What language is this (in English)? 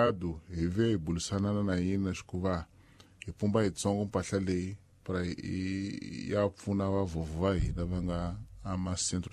Tsonga